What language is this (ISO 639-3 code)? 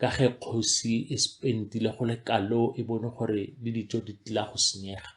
tsn